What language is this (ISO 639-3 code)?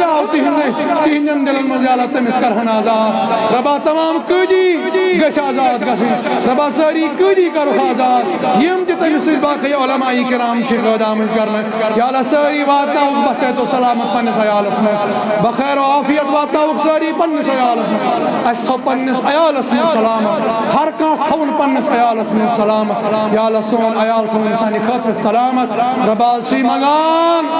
kas